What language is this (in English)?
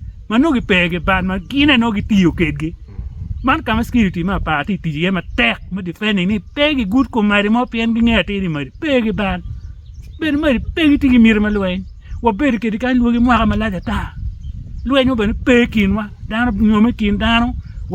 Acoli